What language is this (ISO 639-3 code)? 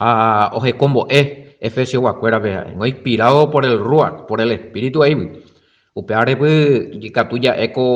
grn